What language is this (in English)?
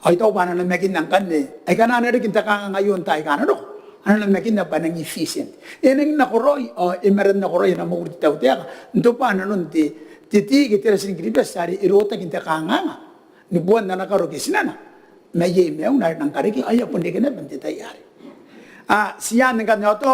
Gilbertese